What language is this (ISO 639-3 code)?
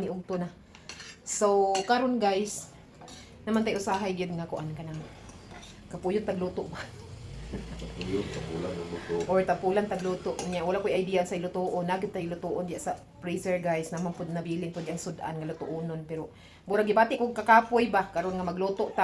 ceb